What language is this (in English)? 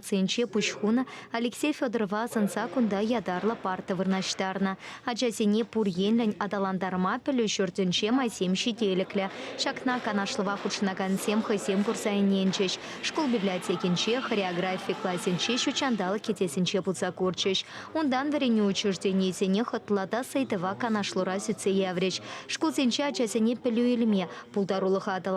Chuvash